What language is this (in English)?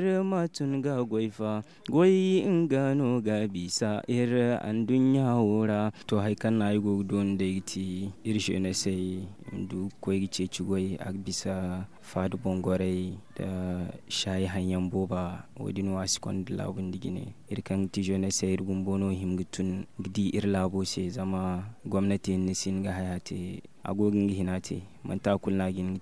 Zarma